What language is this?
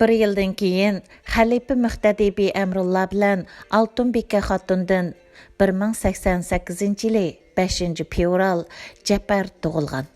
Uyghur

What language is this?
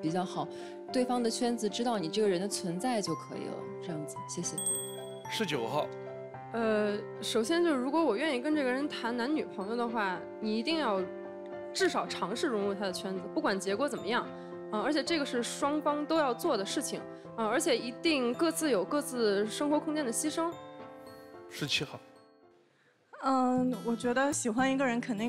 Chinese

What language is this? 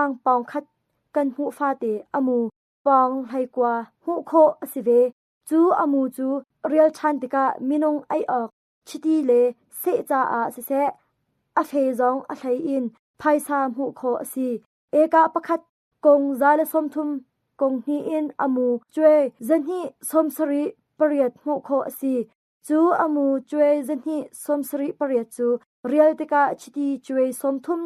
Hakha Chin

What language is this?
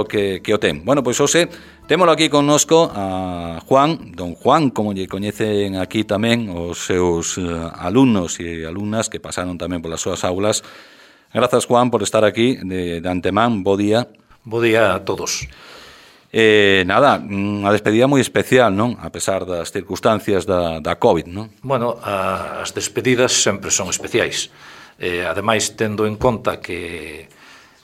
Galician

